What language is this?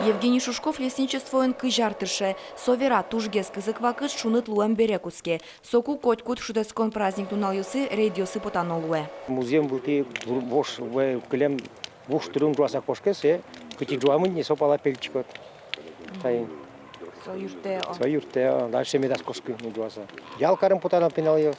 Udmurt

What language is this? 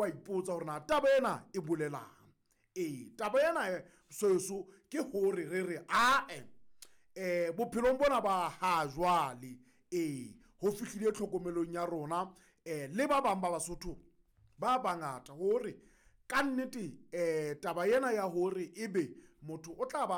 Southern Sotho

